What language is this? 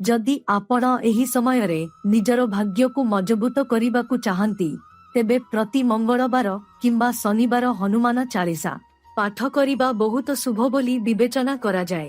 Odia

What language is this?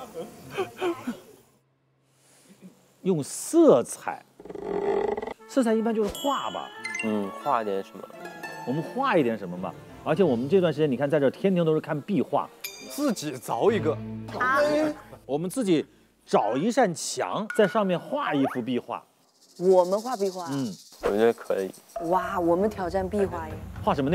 Chinese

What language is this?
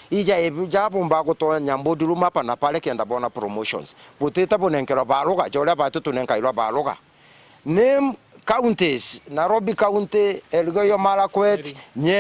Meru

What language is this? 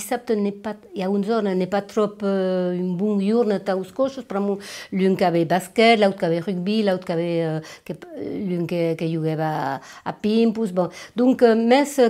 Occitan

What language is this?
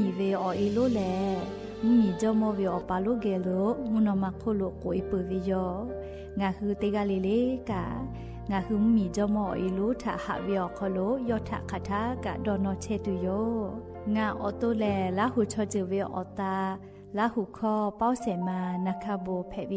Lahu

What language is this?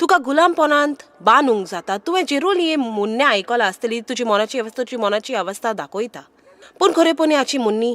Konkani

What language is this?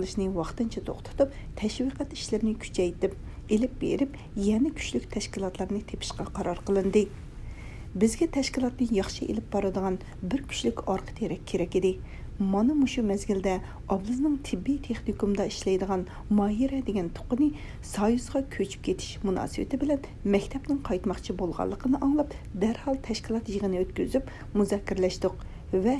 Uyghur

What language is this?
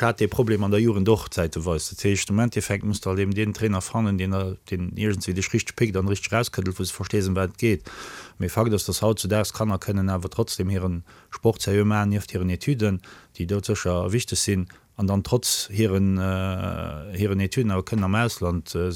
Luxembourgish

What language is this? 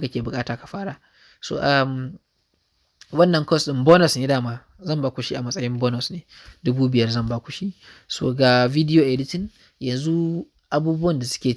Hausa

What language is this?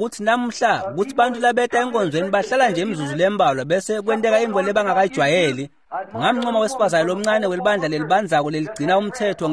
Swati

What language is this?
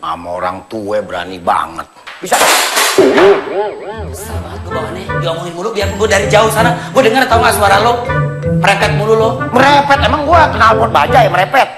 Betawi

